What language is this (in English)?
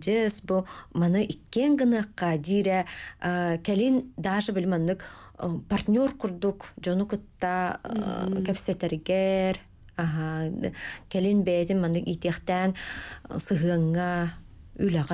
Yakut